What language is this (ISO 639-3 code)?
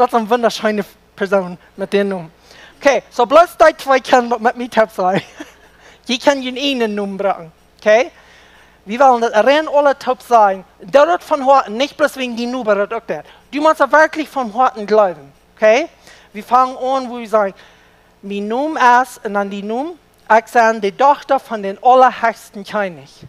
pdt